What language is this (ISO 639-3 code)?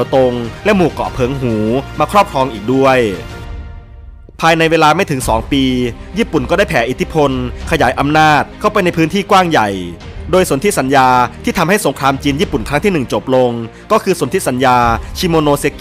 tha